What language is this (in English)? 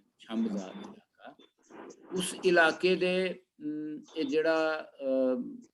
Dogri